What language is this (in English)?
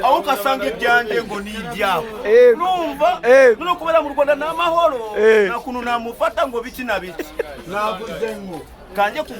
Kinyarwanda